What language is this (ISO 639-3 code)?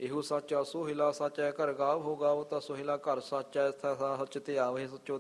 pan